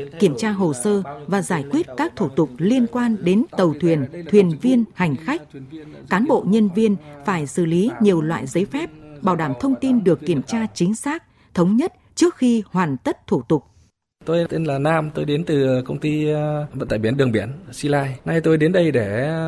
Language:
Vietnamese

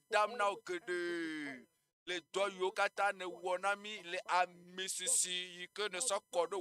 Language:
Ewe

